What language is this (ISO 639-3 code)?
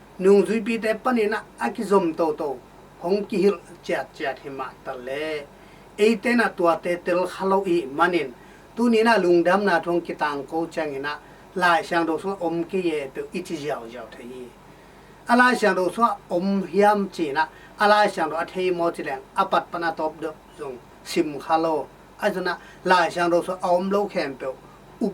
ctd